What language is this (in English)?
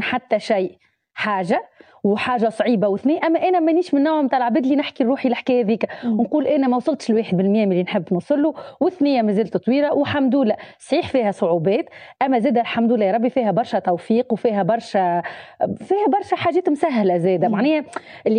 Tunisian Arabic